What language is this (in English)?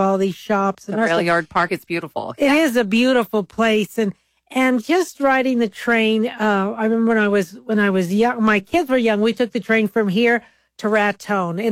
English